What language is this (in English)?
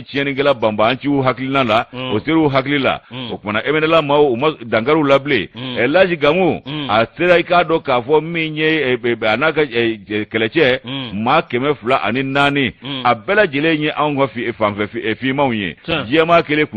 Bambara